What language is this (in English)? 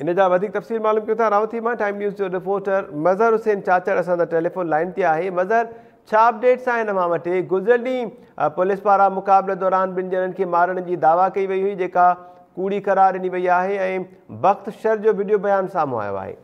Sindhi